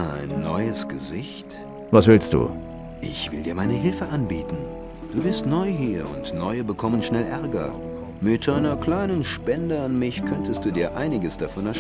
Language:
Bavarian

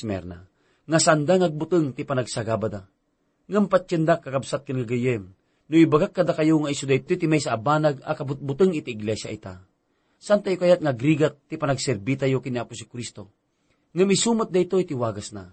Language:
Iloko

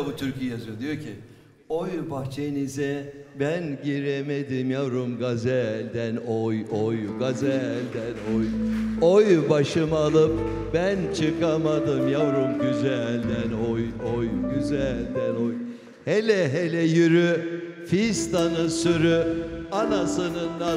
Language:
Turkish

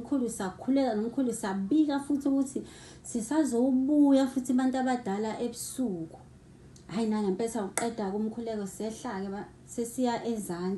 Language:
Zulu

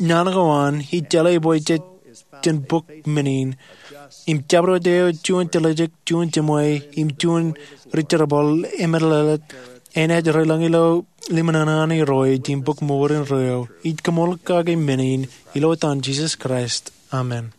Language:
Marshallese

